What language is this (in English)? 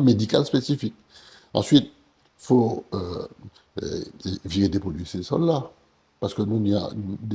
Guadeloupean Creole French